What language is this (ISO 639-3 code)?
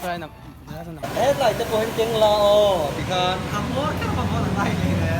lus